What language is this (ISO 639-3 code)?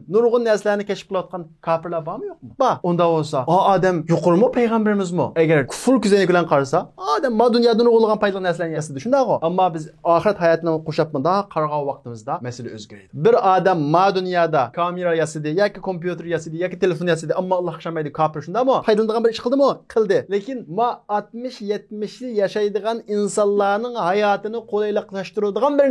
uig